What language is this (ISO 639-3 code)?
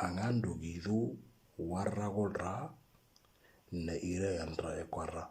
mor